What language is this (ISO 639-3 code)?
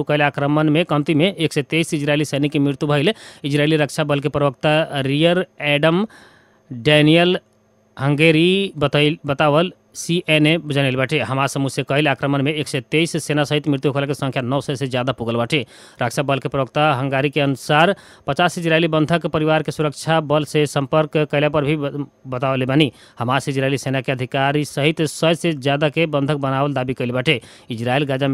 bho